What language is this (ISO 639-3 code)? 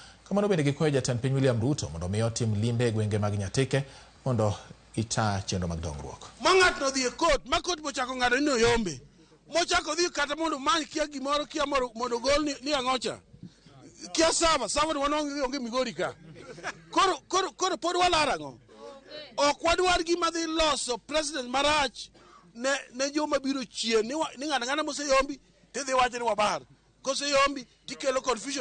luo